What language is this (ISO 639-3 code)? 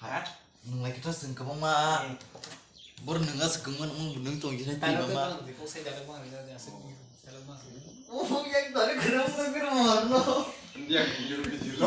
trp